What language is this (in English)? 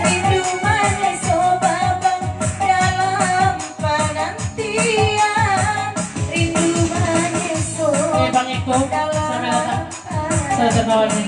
Minangkabau